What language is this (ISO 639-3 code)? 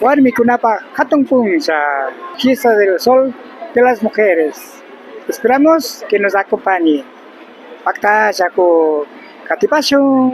qvi